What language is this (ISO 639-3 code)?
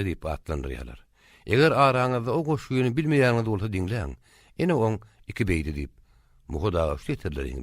tuk